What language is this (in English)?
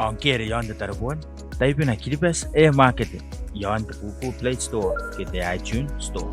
Gilbertese